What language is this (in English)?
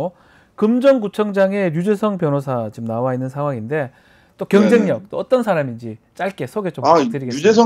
Korean